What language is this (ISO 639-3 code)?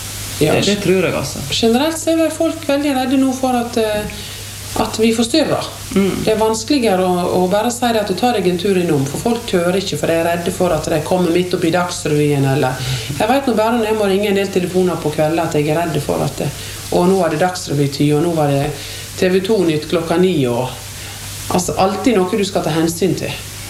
nor